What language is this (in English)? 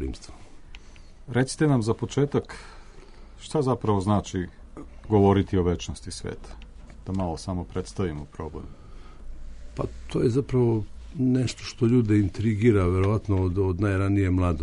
Serbian